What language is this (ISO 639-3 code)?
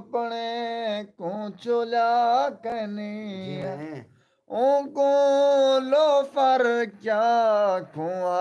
skr